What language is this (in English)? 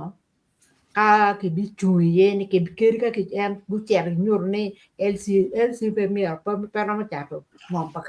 Acoli